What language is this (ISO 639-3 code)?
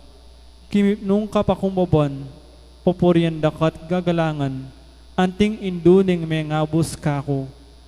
pam